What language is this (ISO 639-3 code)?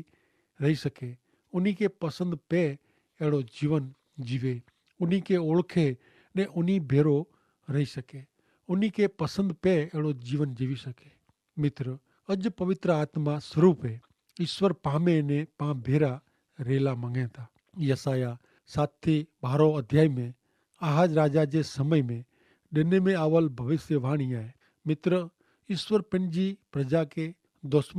kfr